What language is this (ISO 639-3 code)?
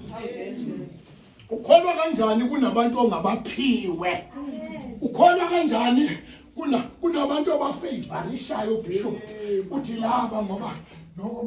zul